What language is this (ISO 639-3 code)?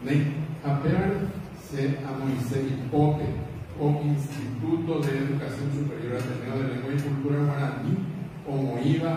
grn